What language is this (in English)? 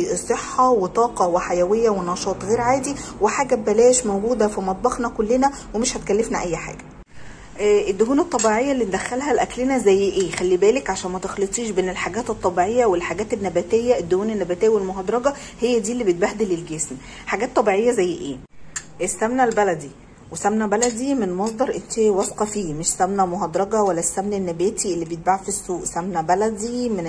Egyptian Arabic